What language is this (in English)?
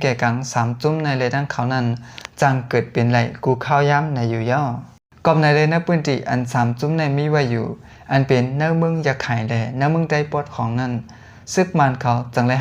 Shan